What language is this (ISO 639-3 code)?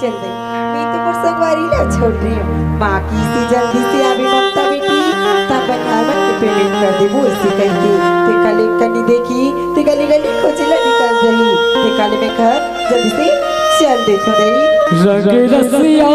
hne